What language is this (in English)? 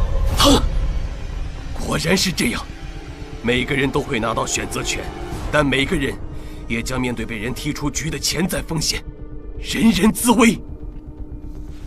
Chinese